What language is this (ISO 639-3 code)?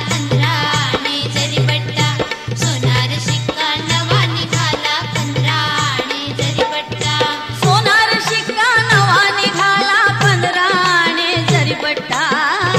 mar